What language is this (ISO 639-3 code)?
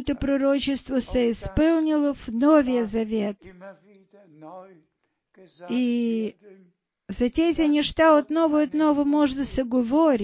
bul